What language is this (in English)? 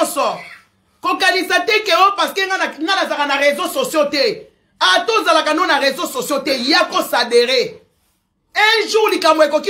Lingala